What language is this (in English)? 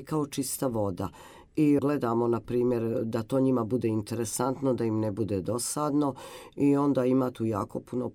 Serbian